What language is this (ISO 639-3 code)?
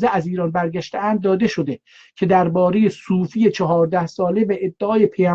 azb